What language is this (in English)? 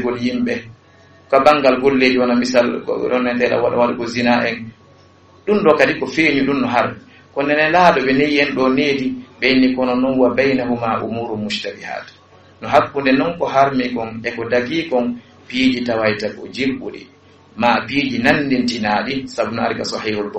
Fula